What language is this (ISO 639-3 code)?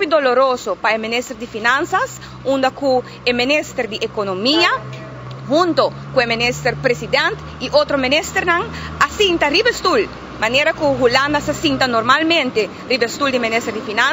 pap